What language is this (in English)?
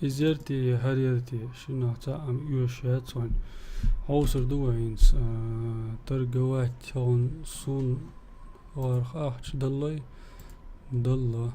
Chechen